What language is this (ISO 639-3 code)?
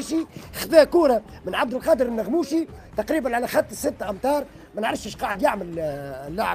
aeb